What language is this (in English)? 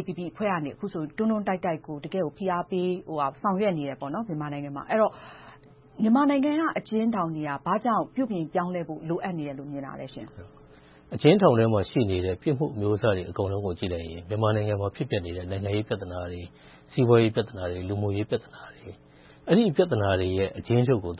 Burmese